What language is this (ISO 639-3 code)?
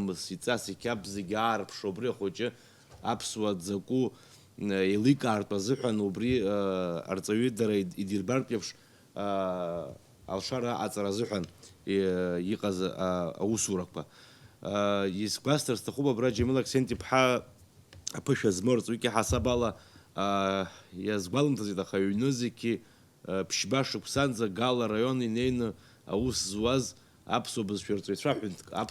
abk